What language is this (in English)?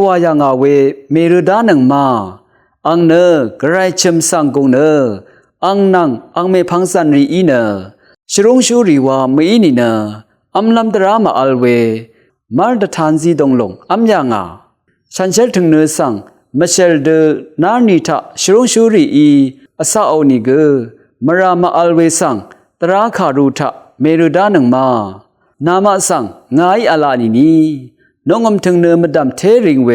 Rawang